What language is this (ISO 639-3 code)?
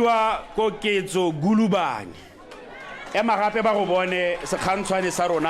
tsn